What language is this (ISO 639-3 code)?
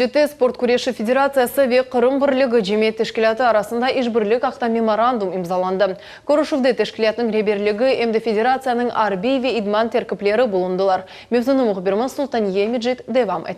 crh